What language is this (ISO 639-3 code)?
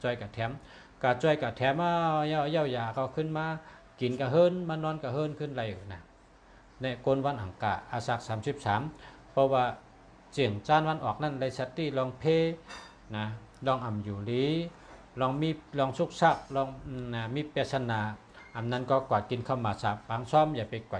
shn